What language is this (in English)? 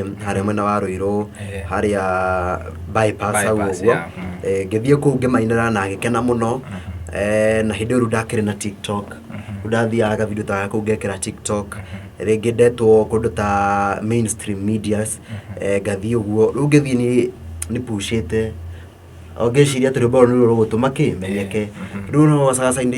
Kikuyu